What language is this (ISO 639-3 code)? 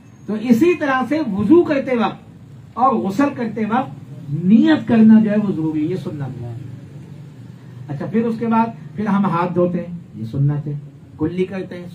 urd